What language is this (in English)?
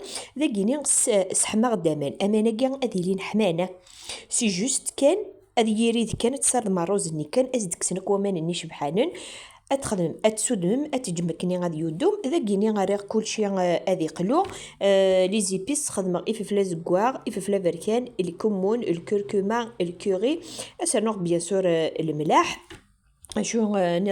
Kabyle